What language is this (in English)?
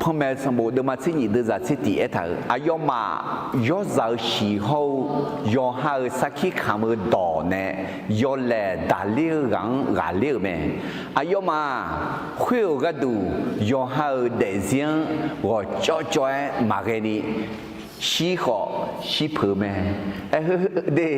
Akha